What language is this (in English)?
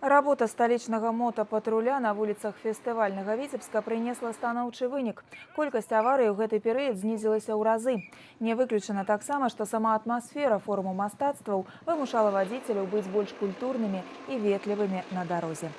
Belarusian